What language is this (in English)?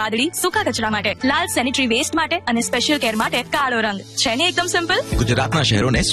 Gujarati